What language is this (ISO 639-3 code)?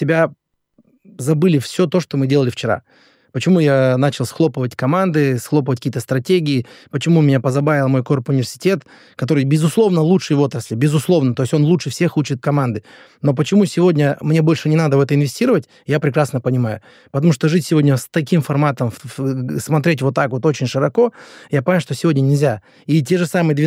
rus